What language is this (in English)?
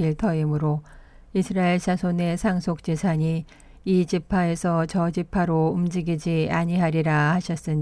Korean